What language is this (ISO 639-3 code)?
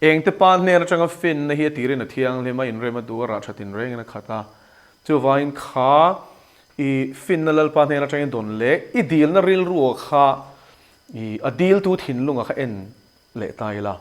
lus